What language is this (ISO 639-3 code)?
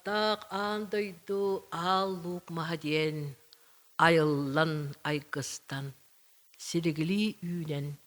sah